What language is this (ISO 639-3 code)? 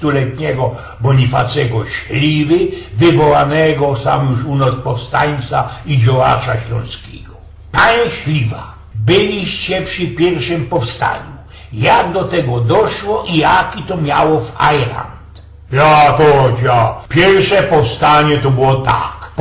szl